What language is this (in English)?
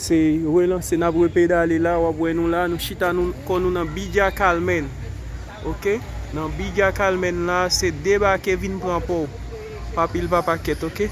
Haitian Creole